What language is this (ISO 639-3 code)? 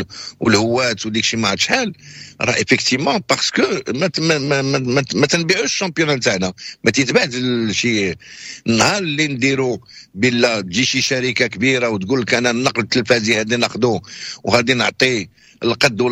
ary